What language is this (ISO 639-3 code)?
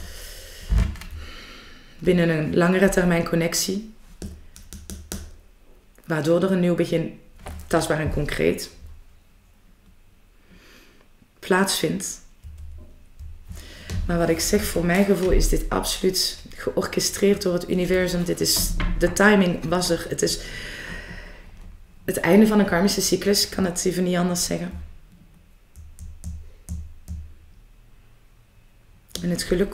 nld